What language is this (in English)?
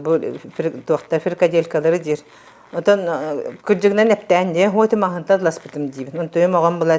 Yakut